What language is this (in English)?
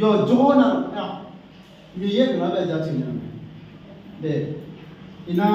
Akha